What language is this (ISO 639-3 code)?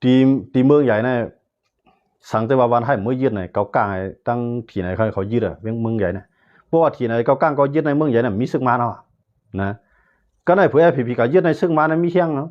shn